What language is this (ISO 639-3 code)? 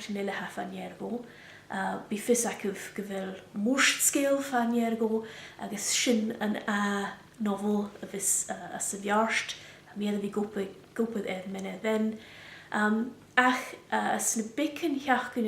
gla